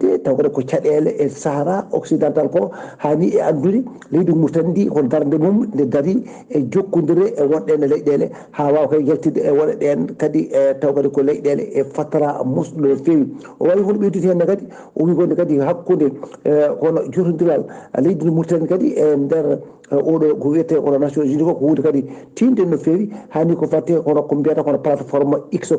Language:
Fula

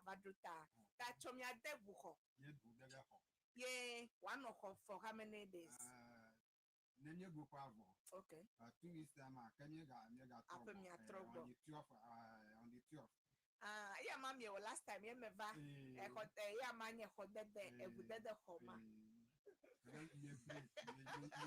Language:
Ewe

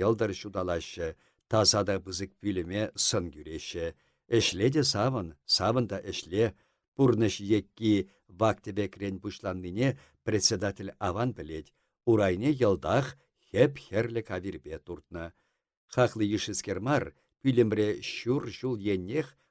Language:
Chuvash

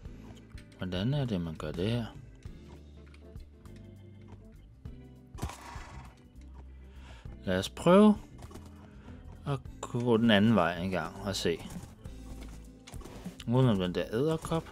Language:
Danish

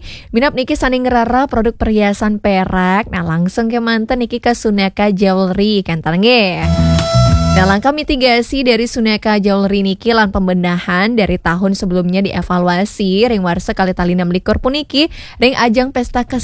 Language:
Balinese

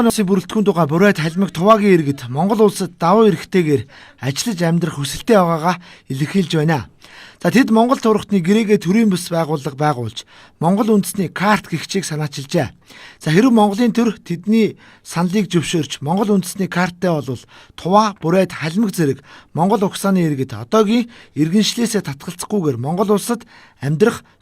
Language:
Mongolian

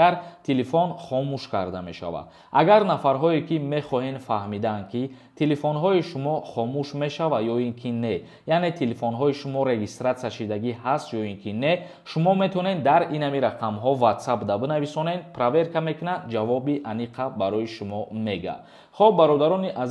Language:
Tajik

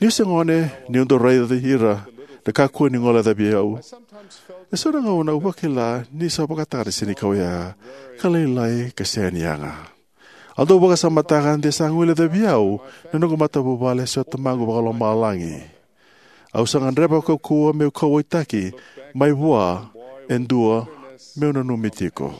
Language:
Fijian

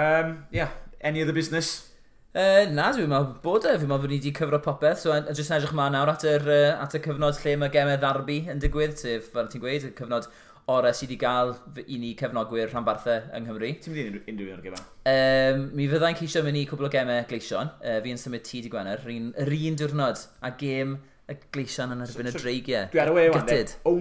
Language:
Welsh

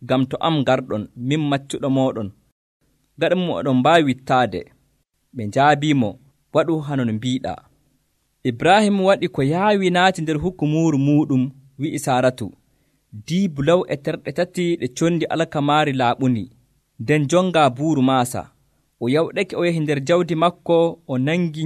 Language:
Nigerian Fulfulde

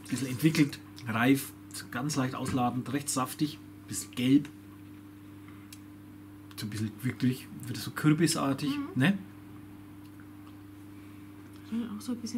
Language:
German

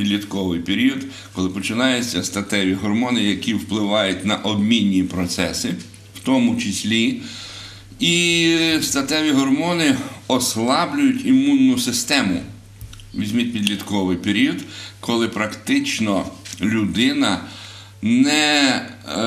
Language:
Ukrainian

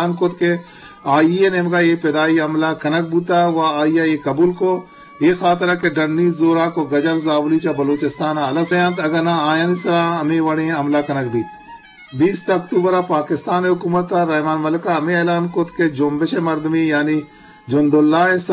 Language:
Eastern Balochi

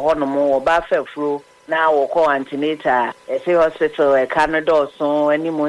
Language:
Akan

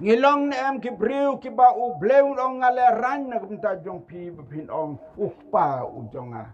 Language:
Khasi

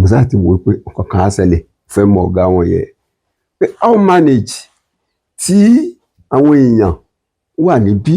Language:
Yoruba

